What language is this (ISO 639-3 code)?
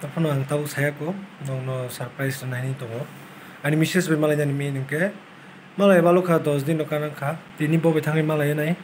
trp